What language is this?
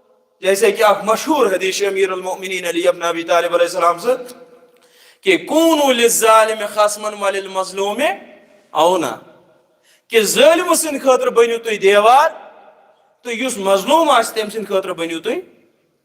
Kashmiri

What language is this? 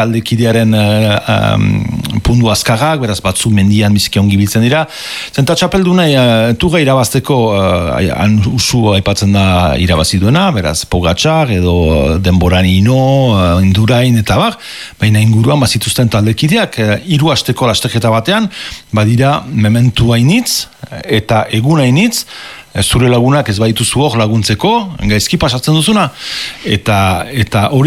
Basque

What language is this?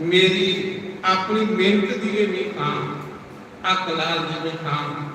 Dogri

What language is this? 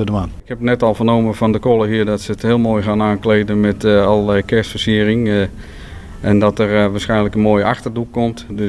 Western Frisian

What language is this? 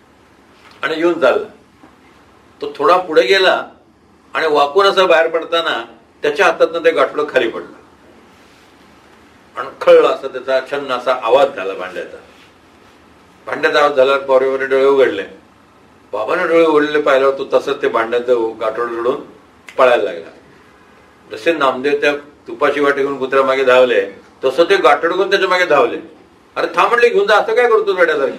Marathi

